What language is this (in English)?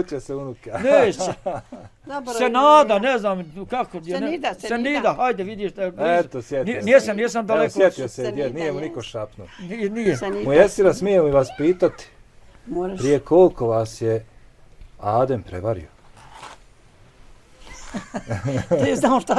Bosnian